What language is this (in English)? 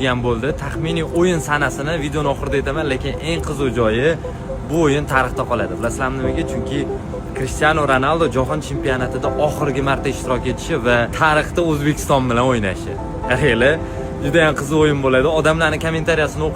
Uzbek